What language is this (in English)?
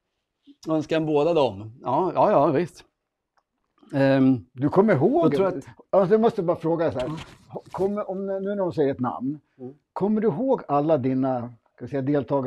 Swedish